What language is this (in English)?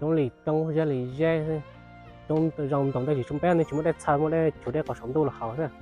Hmong